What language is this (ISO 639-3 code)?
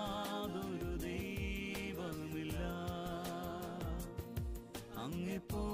mal